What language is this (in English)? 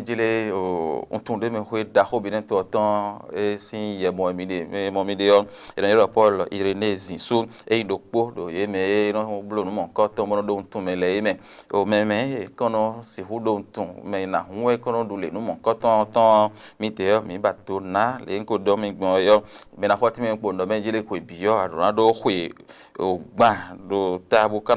Fon